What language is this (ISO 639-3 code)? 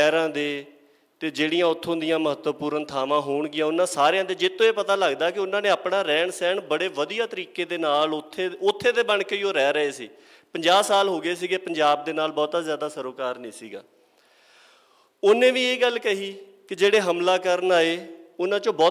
pan